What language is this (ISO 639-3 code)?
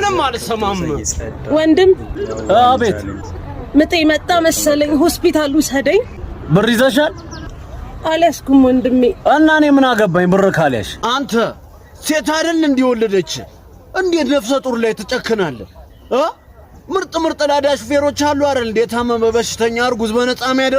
amh